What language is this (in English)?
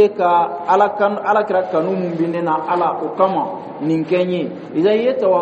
Dyula